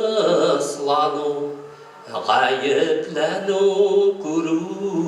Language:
Bashkir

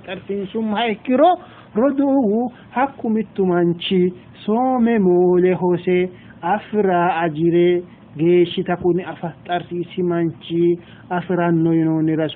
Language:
Sidamo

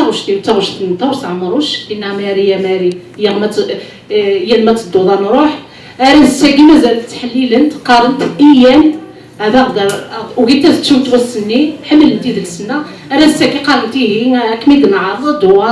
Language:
Kabyle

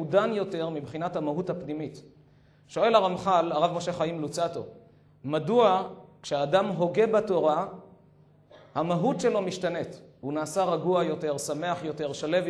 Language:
Hebrew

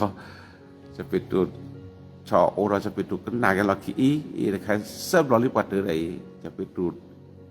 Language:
S'gaw Karen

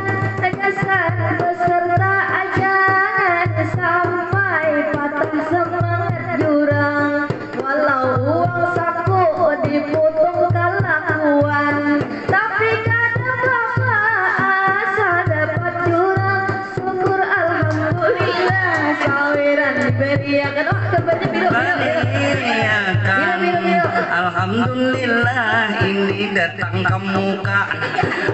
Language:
Banjar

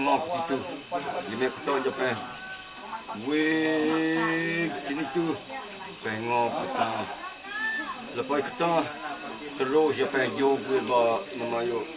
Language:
Malay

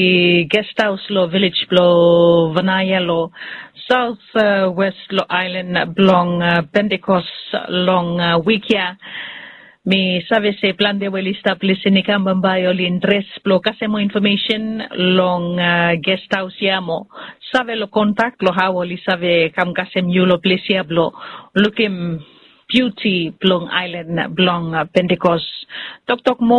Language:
Bislama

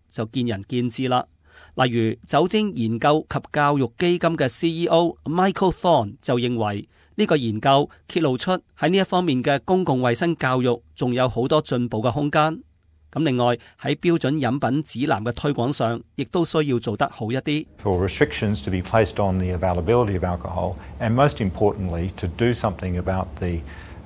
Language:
Cantonese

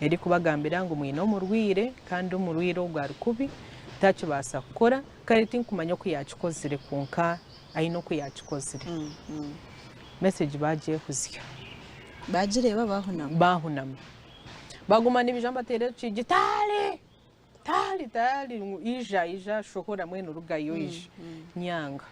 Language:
Nyankole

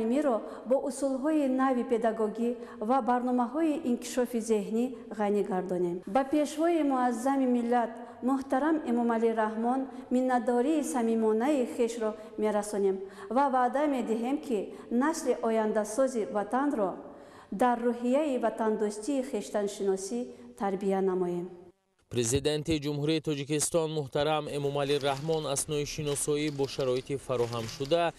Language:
Tajik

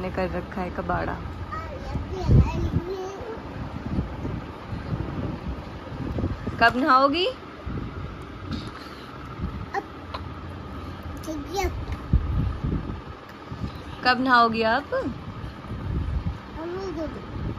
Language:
Hindi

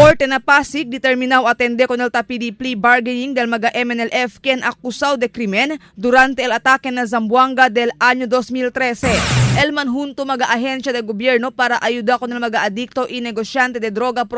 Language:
Chavacano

